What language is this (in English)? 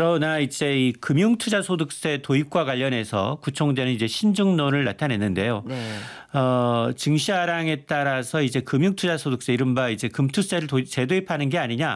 Korean